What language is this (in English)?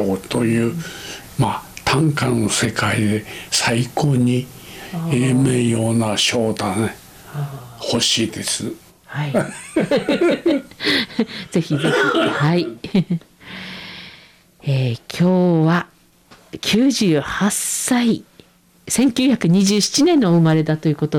Japanese